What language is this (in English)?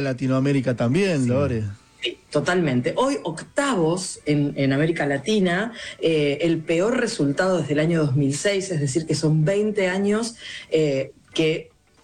Spanish